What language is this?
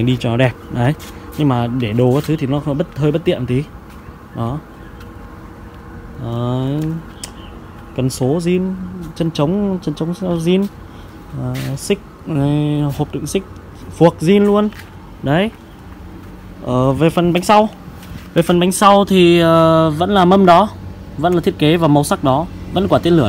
Vietnamese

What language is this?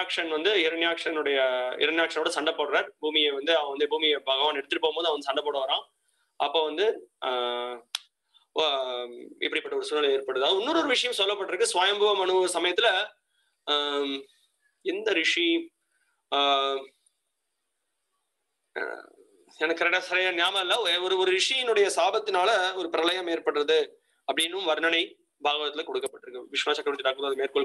Tamil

